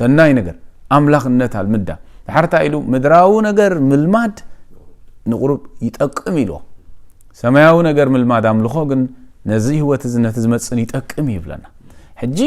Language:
Tigrinya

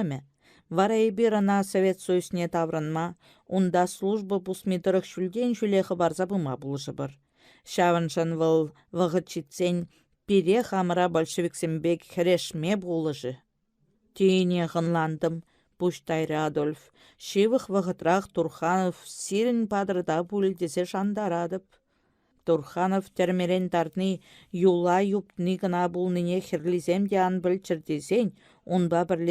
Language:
Chuvash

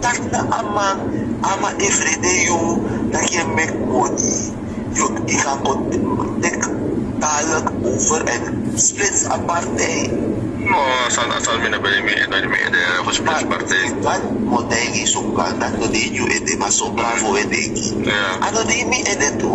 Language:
Sranan Tongo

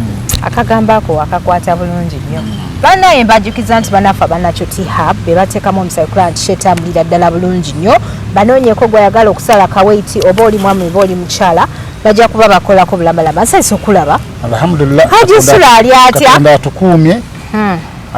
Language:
Ganda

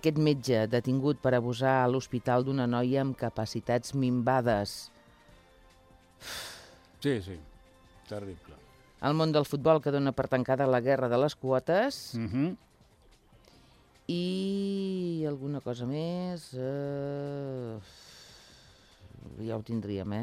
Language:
Catalan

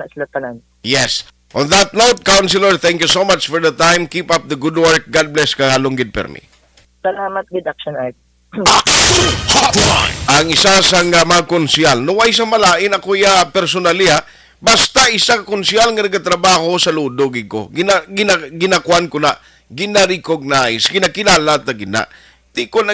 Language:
Hiligaynon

